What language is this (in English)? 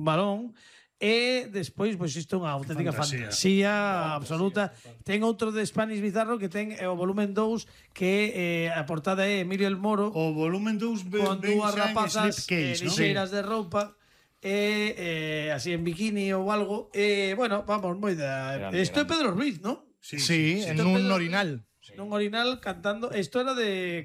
Galician